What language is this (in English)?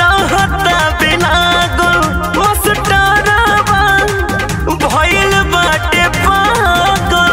Bhojpuri